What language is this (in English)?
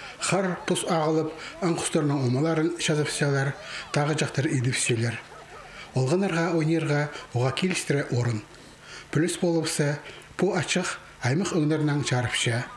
Khakas